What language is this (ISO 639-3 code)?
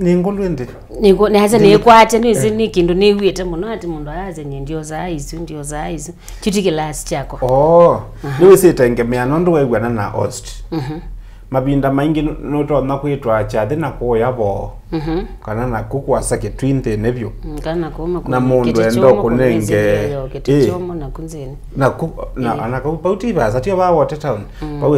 kam